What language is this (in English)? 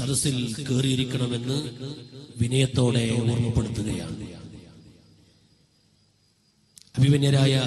Malayalam